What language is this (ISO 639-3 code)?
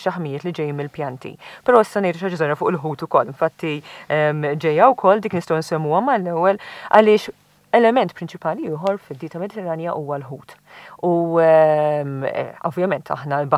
mlt